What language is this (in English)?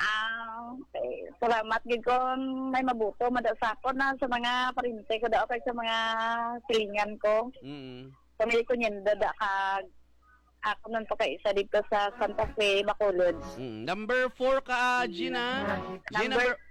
Hiligaynon